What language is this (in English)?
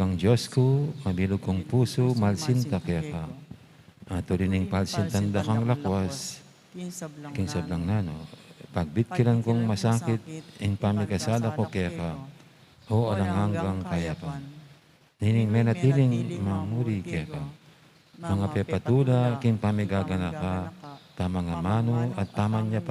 Pampanga